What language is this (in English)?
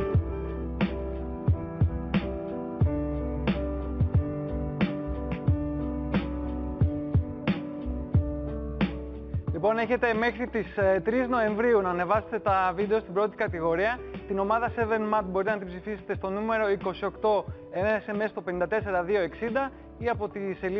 Greek